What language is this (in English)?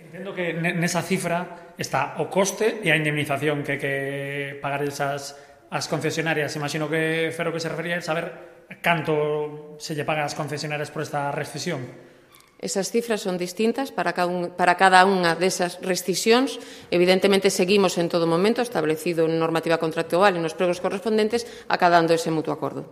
Galician